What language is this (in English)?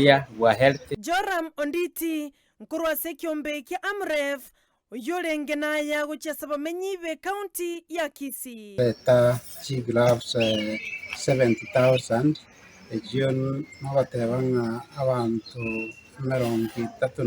Gusii